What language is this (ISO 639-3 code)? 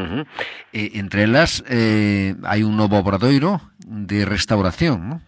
glg